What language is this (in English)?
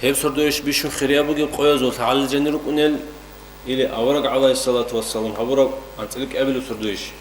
Avaric